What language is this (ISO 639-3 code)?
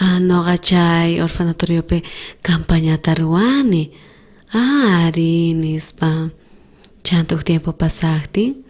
quh